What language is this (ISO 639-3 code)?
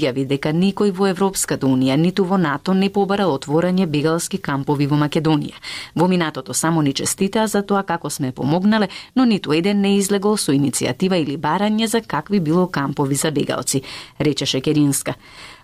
mkd